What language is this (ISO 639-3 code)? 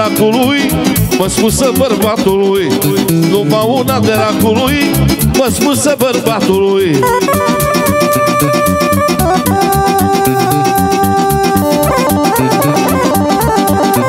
ron